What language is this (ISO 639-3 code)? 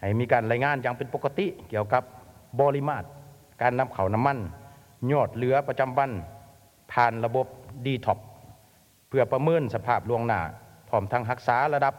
lao